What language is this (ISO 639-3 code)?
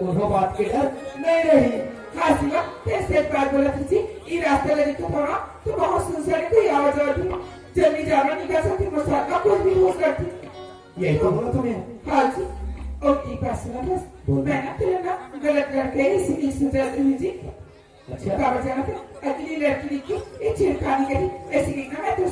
hne